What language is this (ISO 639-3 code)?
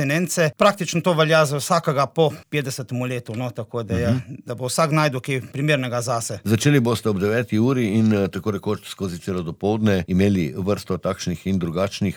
slv